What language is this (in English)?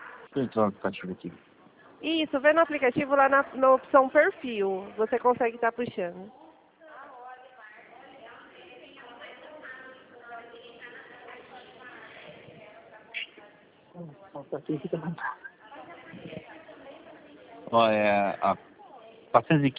Portuguese